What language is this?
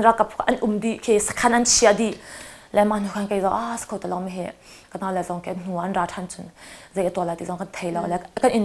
Hakha Chin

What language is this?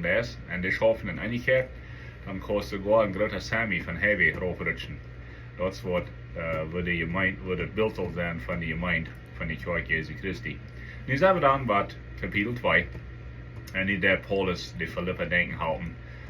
Plautdietsch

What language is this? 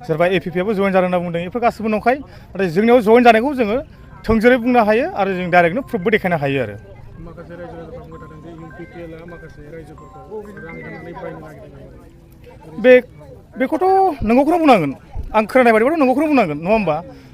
Bodo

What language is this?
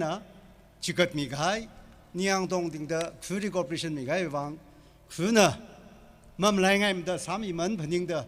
Tangkhul Naga (India)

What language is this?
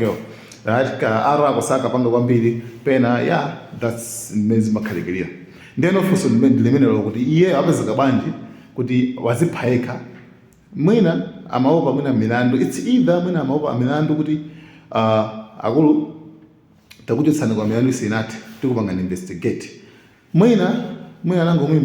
Nyanja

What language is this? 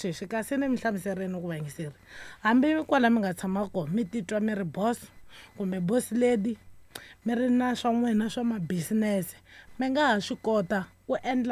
Tsonga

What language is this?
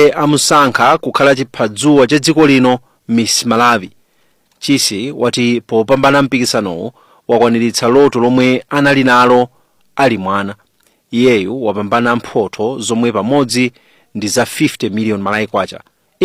Nyanja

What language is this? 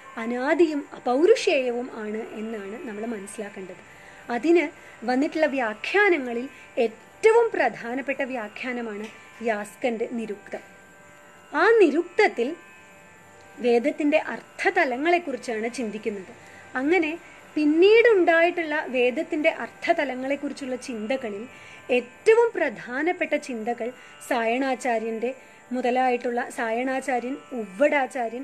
Malayalam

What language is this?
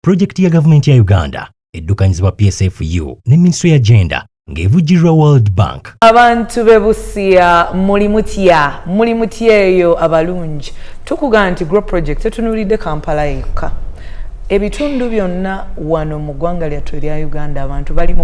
Ganda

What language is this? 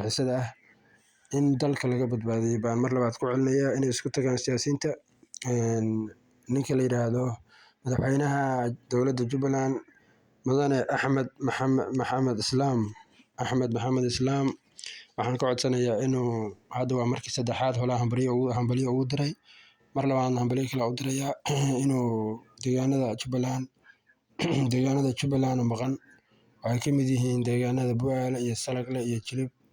Somali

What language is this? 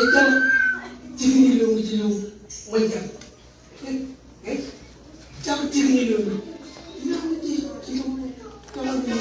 Marshallese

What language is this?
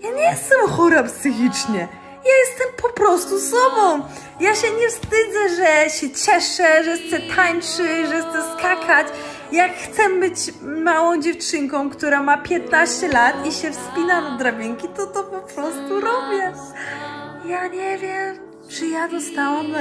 Polish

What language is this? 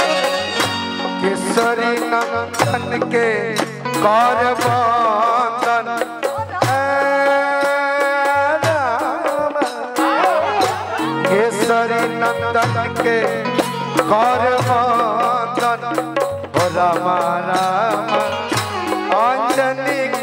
Bhojpuri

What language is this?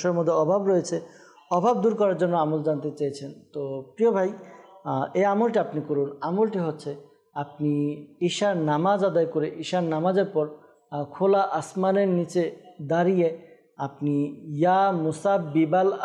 Bangla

